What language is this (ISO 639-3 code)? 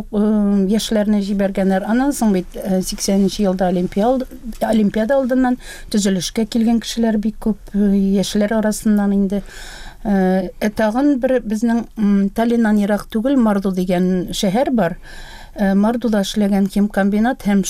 tat